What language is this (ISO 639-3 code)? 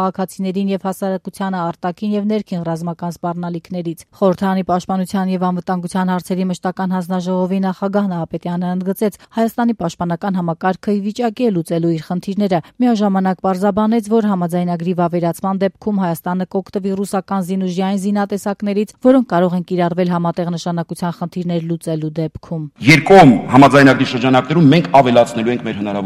hye